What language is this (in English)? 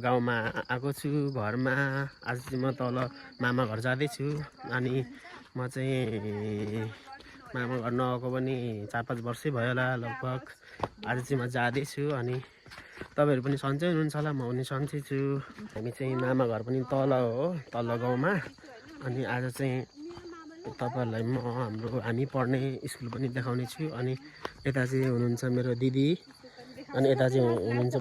Nepali